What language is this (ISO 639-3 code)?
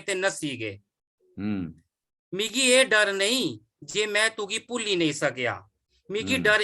doi